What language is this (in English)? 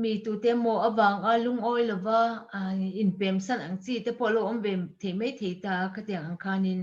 Mizo